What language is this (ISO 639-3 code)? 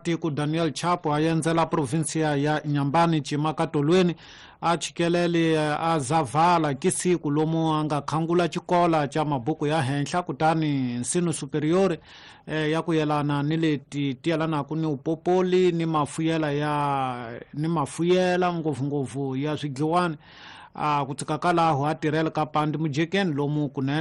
tso